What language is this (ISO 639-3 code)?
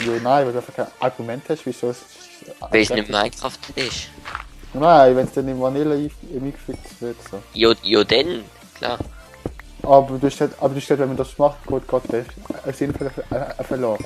gsw